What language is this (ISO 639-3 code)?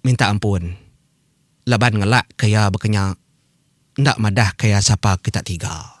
iba